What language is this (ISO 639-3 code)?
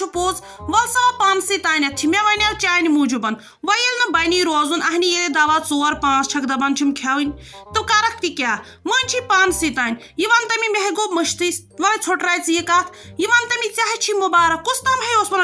kas